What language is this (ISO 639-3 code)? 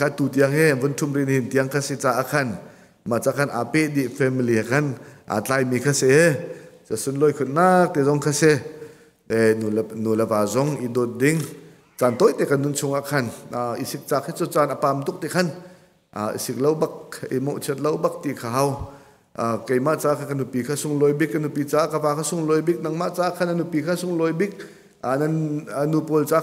cnh